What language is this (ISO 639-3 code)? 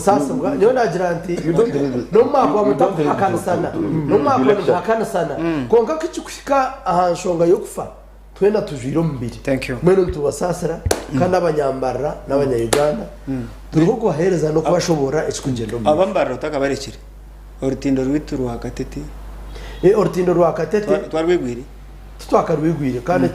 nyn